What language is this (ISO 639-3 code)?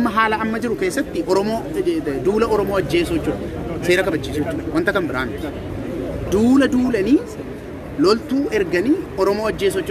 orm